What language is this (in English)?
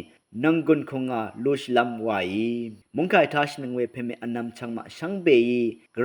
Rawang